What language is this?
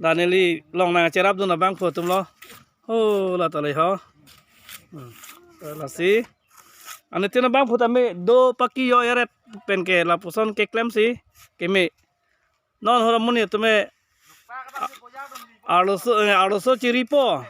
Karbi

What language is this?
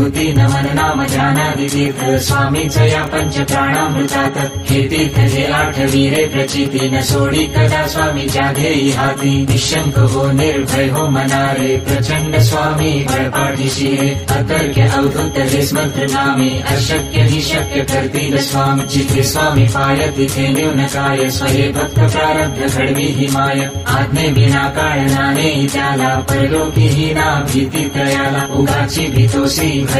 Marathi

